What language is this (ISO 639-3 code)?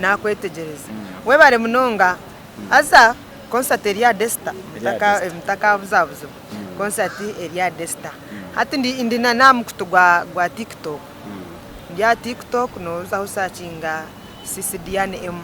nyn